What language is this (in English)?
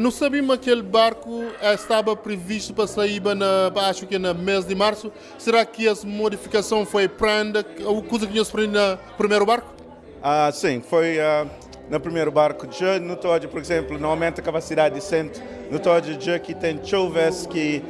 Kabuverdianu